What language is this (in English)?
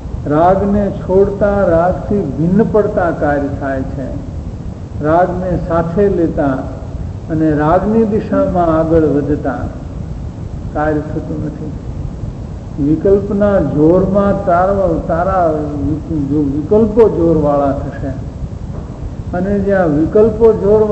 Gujarati